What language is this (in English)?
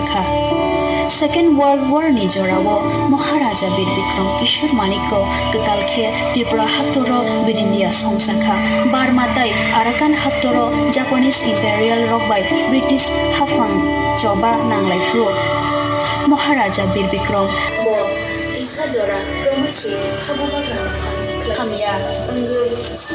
Kok Borok